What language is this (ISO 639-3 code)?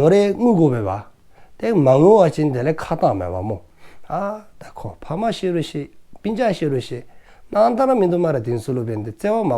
dzo